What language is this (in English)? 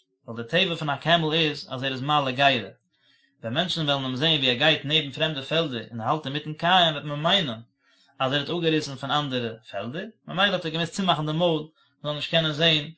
Yiddish